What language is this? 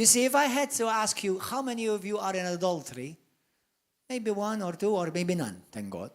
English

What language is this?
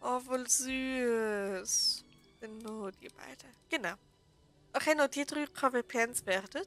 Swiss German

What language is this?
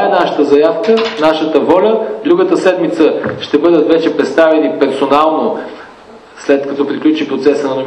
Bulgarian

